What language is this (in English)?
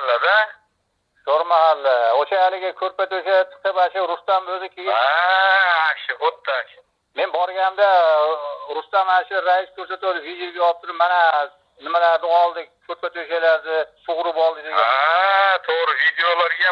Uzbek